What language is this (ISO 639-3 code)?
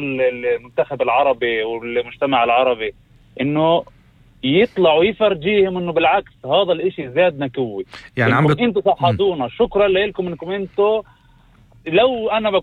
apc